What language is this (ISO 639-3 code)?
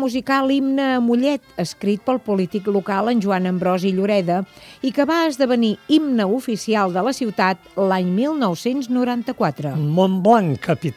cat